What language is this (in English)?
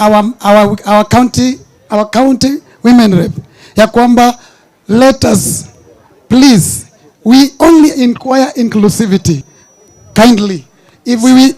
Gusii